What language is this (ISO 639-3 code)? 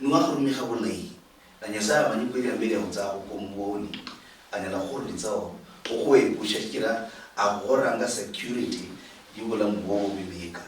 luy